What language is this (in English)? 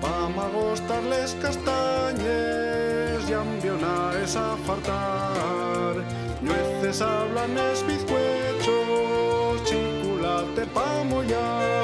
Asturian